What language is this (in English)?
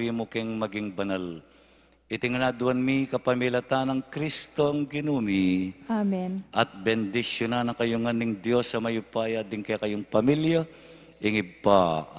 Pampanga